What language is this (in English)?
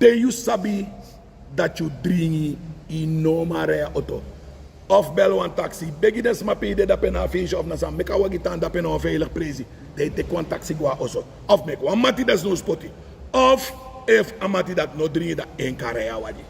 Sranan Tongo